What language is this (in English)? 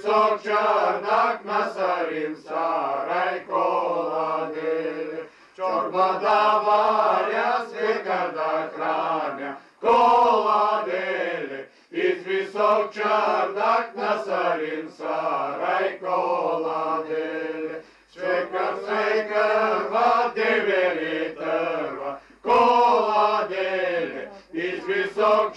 Bulgarian